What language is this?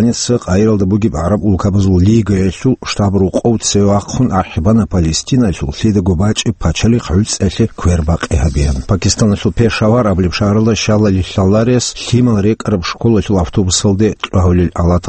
Avaric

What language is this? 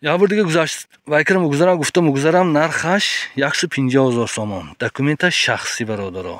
Tajik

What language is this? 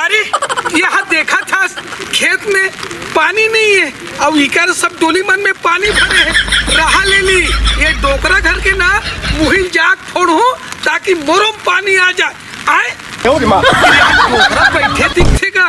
Chhattisgarhi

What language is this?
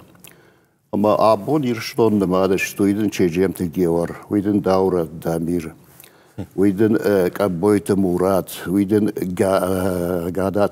Ossetic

